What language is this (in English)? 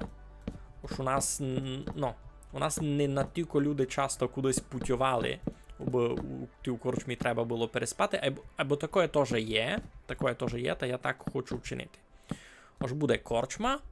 Rusyn